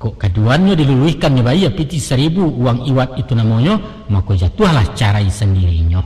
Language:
Minangkabau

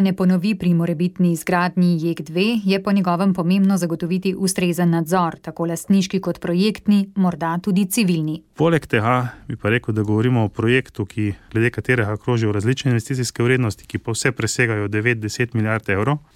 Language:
Slovenian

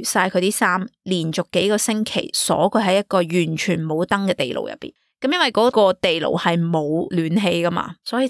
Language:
Cantonese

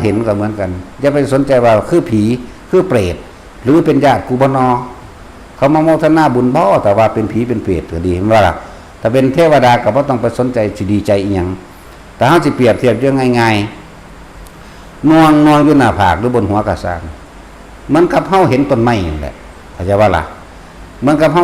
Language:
Northeastern Thai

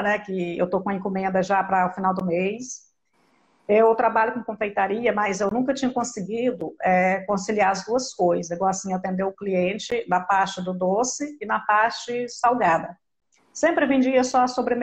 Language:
Portuguese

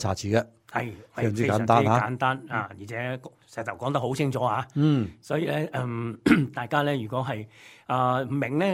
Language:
Cantonese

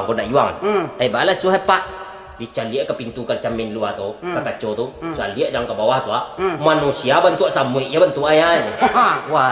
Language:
Minangkabau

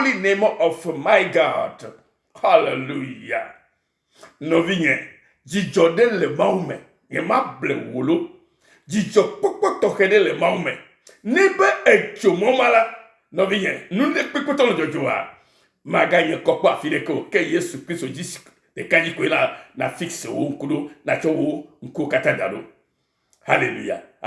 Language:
Ewe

